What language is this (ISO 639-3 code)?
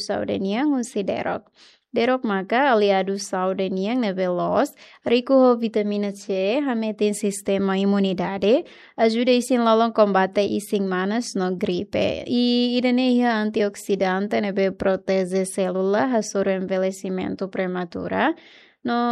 tet